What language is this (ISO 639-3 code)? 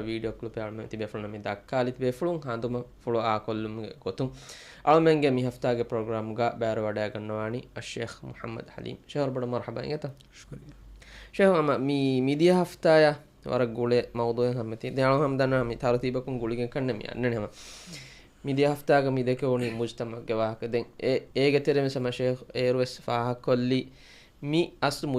div